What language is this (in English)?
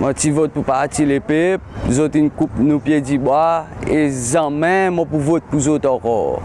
Seselwa Creole French